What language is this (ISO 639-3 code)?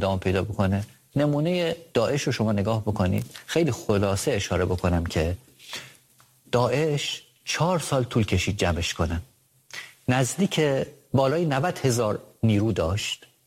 fas